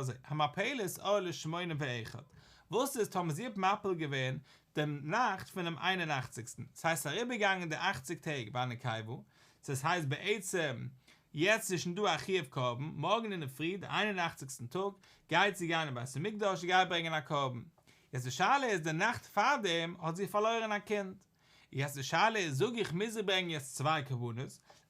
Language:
Yiddish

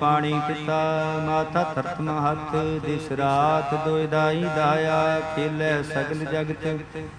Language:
Punjabi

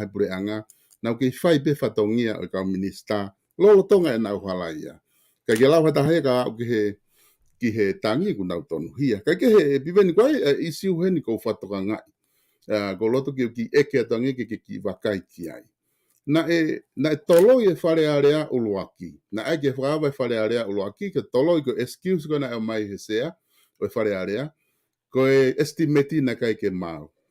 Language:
Tongan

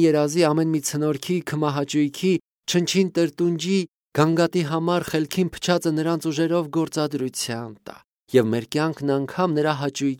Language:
Armenian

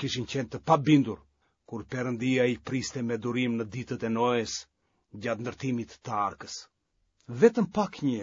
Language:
Albanian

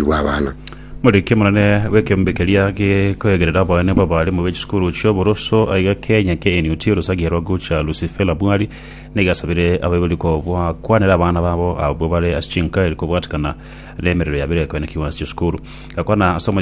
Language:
Gusii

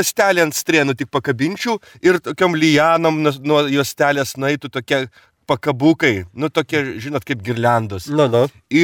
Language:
Lithuanian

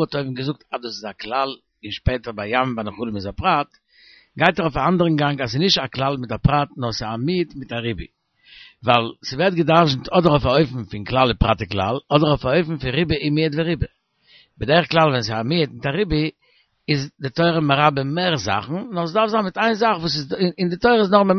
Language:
Yiddish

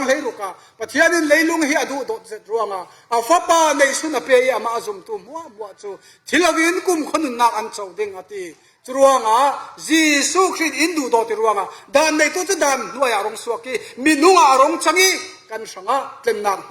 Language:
Falam Chin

